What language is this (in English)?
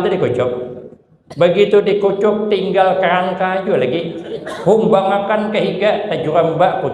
Banjar